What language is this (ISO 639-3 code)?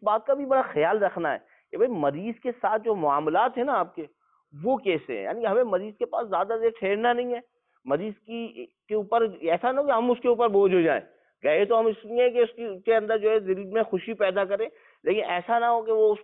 urd